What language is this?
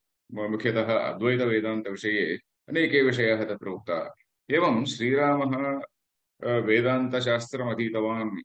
Sanskrit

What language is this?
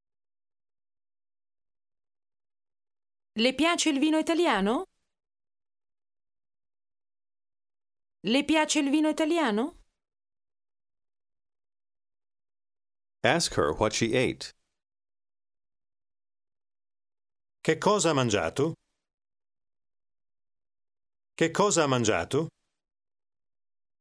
Italian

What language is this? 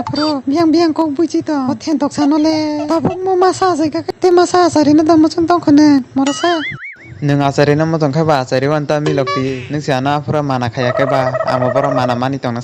Kok Borok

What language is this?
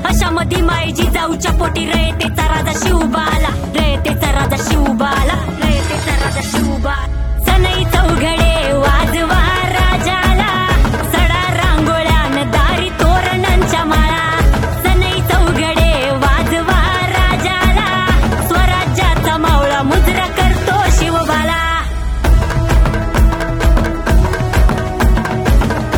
Marathi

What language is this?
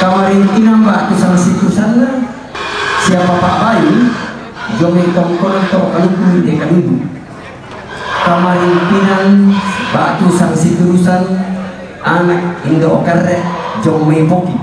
Toraja-Sa'dan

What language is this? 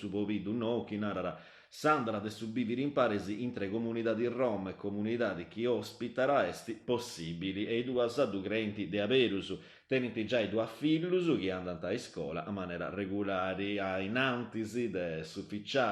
Sardinian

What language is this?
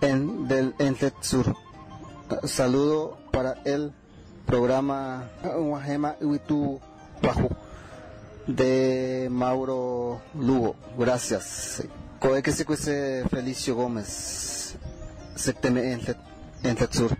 Guarani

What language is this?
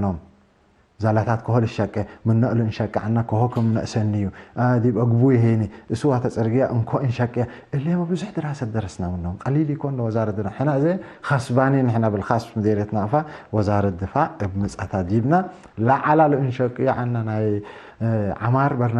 Tigre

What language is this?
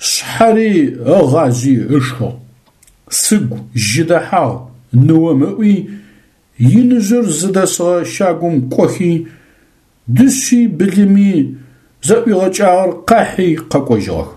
Adyghe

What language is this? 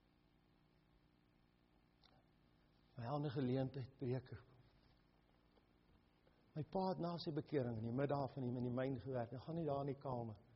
Afrikaans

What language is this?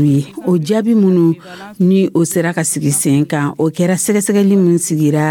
Dyula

